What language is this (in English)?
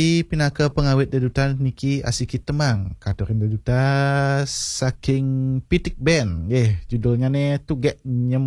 Balinese